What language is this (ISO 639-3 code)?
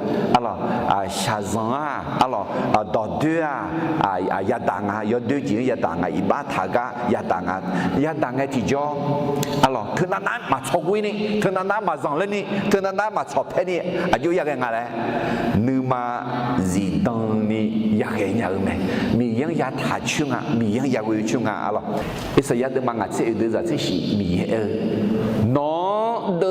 ahk